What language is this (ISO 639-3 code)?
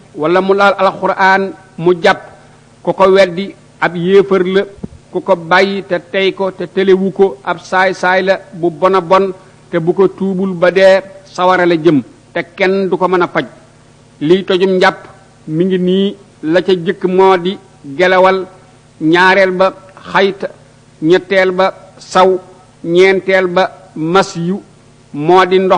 wol